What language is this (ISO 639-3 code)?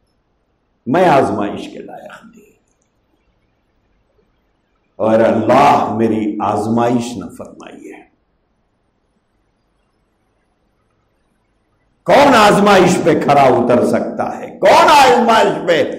urd